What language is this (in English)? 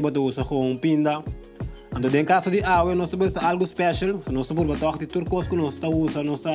Papiamento